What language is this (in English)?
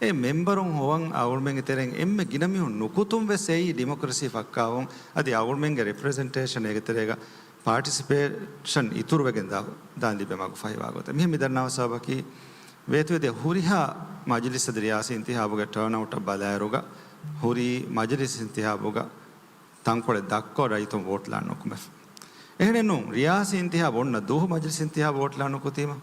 Divehi